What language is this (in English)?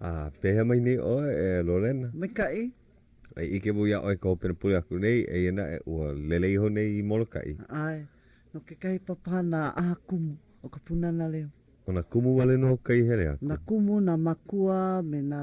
Hawaiian